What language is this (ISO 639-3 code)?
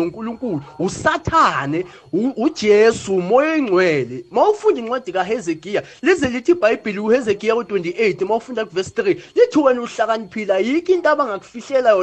nbl